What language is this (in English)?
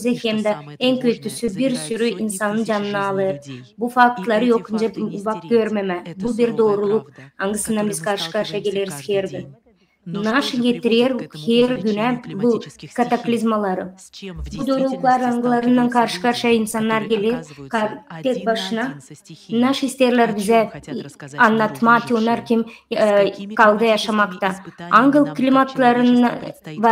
Gagauz